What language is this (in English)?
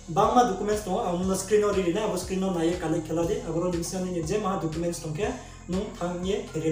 Riang (India)